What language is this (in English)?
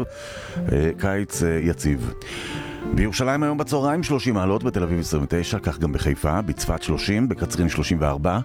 Hebrew